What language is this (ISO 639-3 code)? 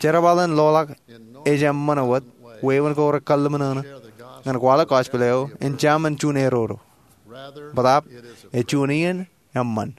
mah